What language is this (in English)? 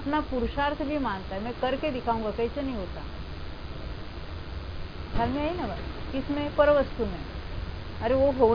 Hindi